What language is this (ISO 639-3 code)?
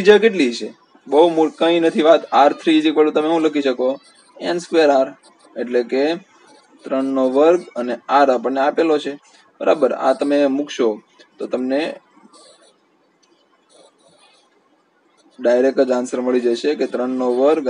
guj